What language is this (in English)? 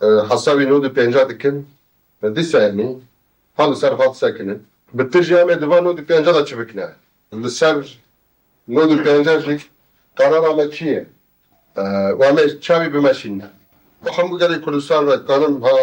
Kurdish